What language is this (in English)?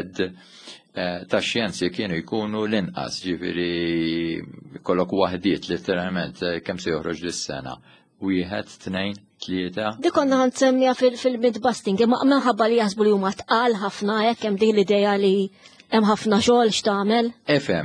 Maltese